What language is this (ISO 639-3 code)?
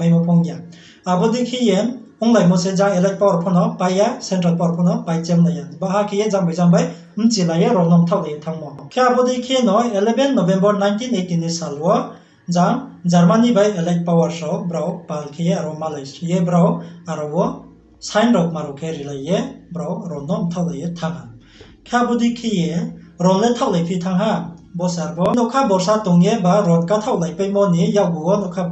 ria